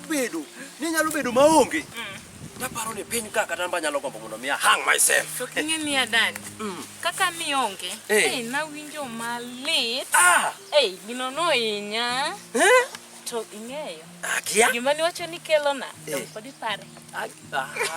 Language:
Luo (Kenya and Tanzania)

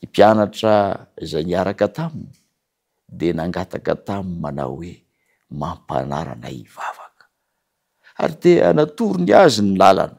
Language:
Malagasy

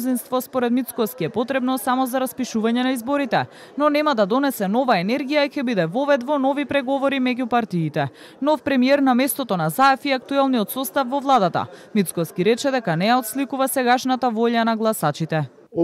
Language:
Macedonian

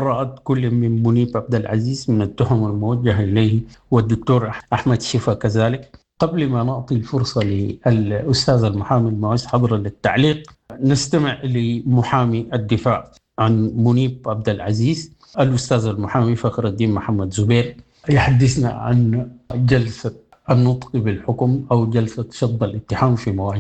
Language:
Sudanese Arabic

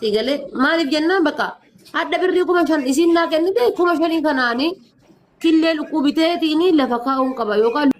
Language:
Oromo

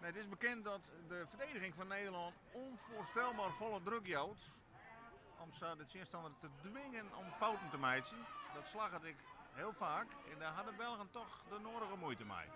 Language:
Western Frisian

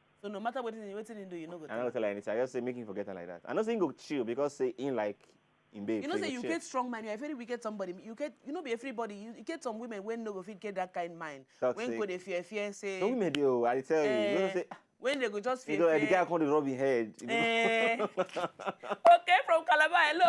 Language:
Nigerian Pidgin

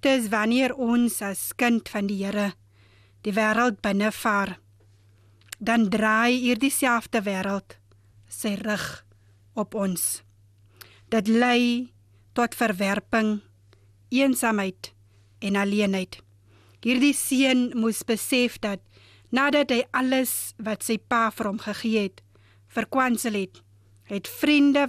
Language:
Afrikaans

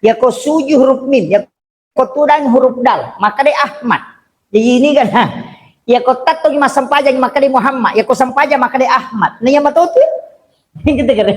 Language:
Buginese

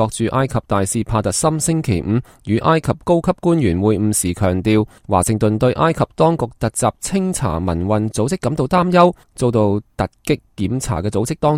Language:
Cantonese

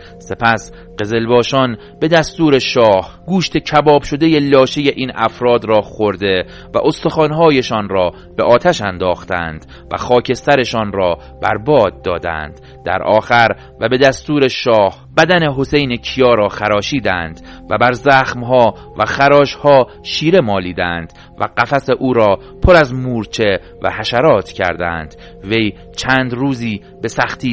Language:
Persian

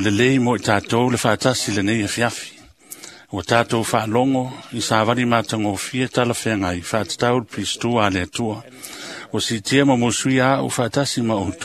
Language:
Samoan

